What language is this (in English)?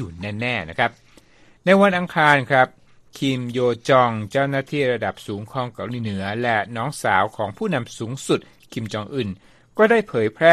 Thai